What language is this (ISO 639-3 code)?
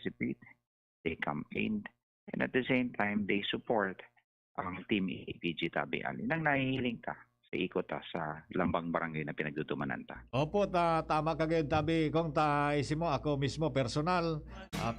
bik